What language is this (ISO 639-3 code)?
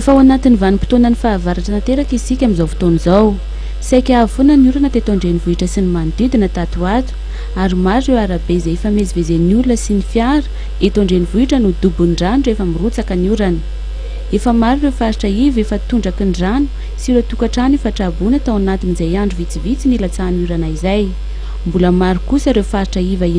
mlg